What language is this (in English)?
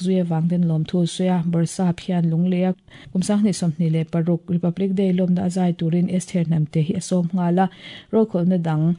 Mizo